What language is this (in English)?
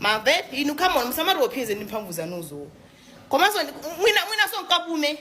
Nyanja